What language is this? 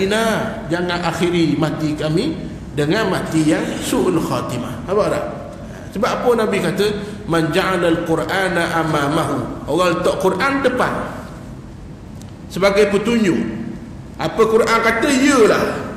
Malay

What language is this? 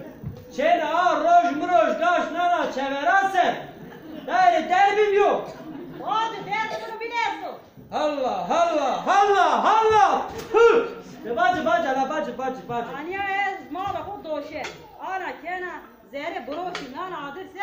Zaza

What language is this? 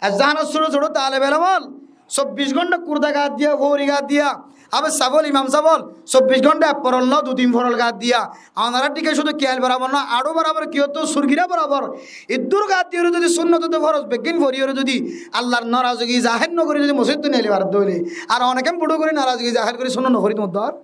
Rohingya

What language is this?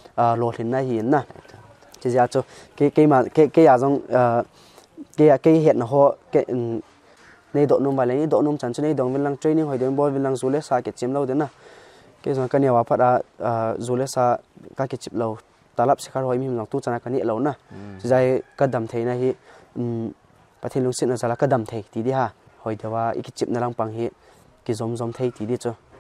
Paite Chin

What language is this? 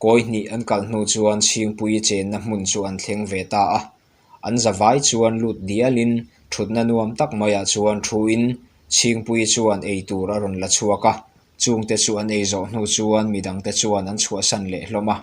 Mizo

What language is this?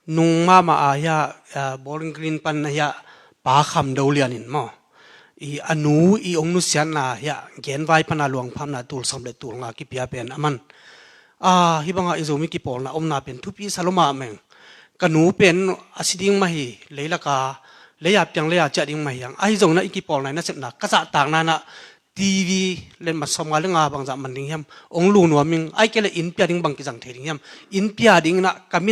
Tedim Chin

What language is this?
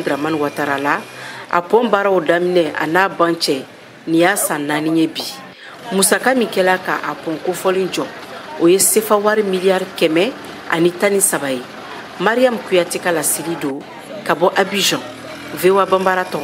Bambara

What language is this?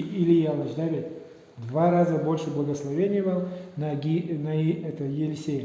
Udmurt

